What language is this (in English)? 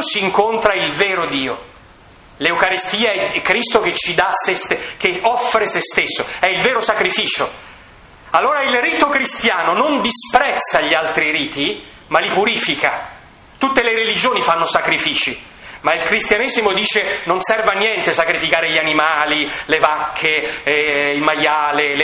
Italian